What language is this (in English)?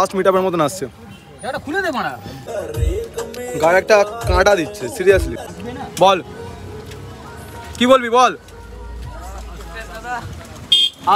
Bangla